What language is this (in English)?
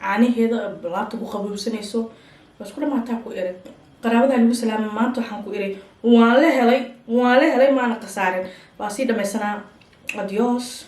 Somali